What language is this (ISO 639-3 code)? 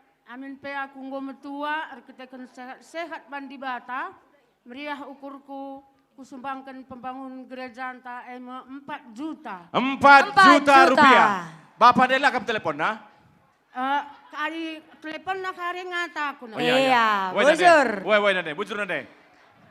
btx